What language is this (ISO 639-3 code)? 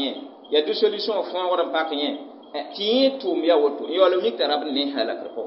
mos